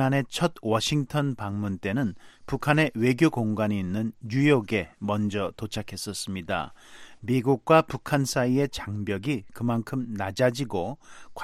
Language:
Korean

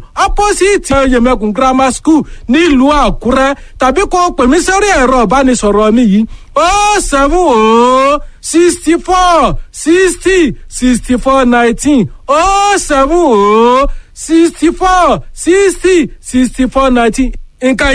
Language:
Yoruba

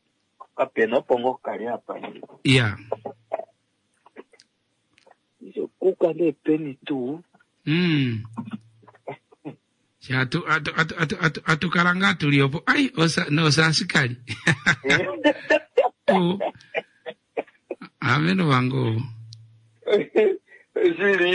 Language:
Swahili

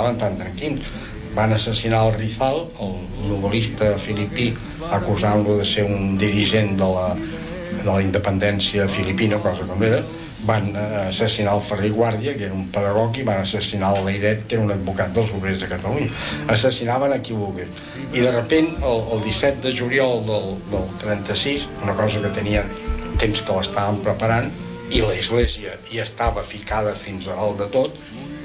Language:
Catalan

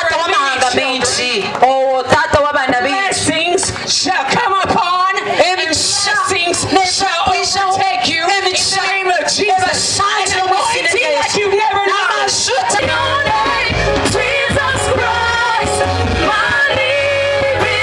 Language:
Nyankole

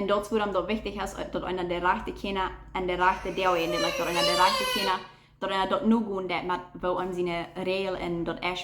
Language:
Plautdietsch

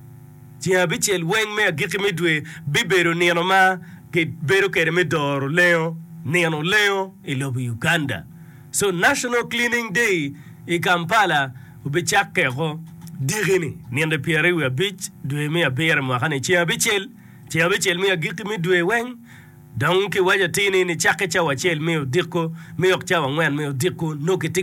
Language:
Acoli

